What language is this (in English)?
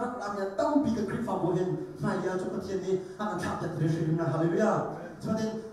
Hakha Chin